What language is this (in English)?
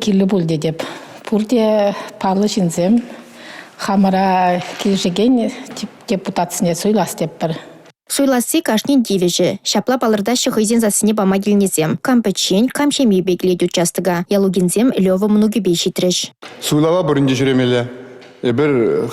Chuvash